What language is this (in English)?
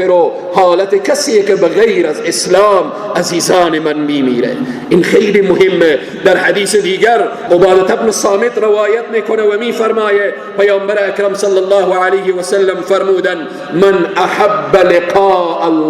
Persian